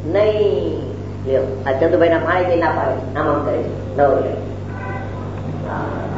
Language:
Gujarati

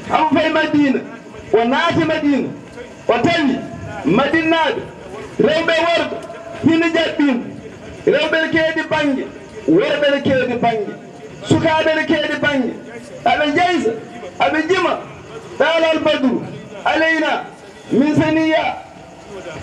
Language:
Fula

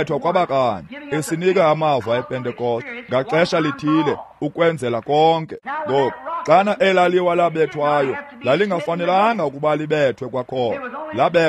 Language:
Xhosa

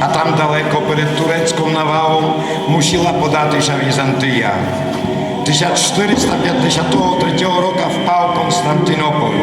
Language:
Rusyn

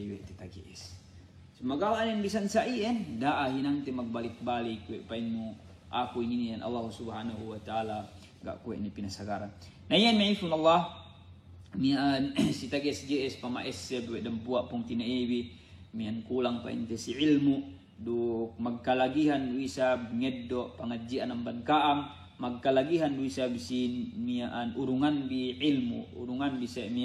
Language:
Yakan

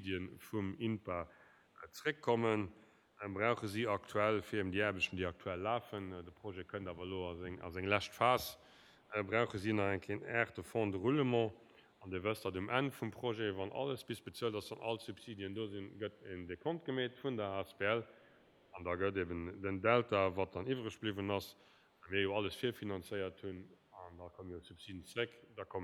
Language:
Luxembourgish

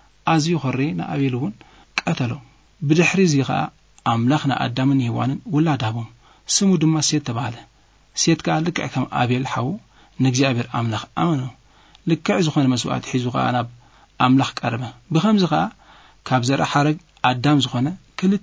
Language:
Tigrinya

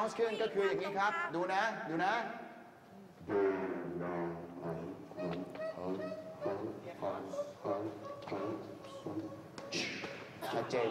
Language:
Thai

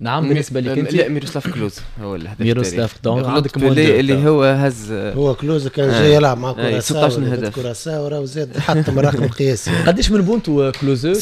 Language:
Tunisian Arabic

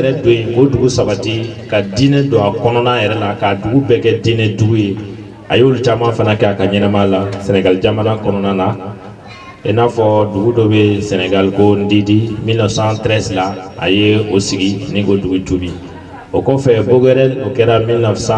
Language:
Bambara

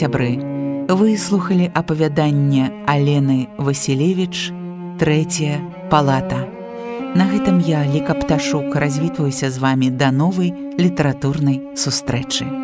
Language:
Belarusian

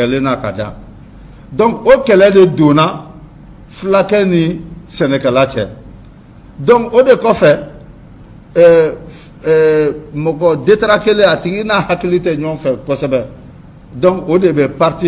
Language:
Bambara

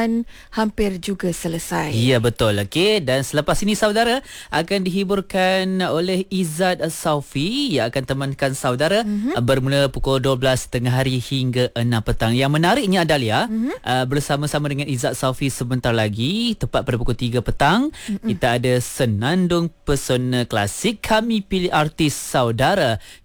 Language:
Malay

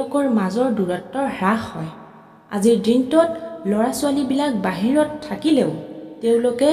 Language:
Assamese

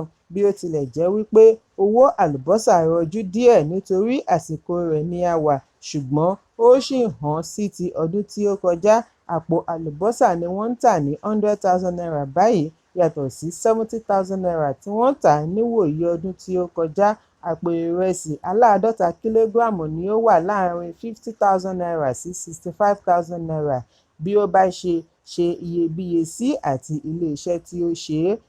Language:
Yoruba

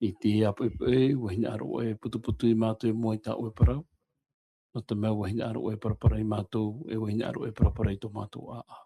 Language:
Tahitian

